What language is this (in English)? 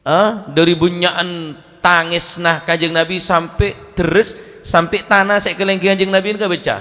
Madurese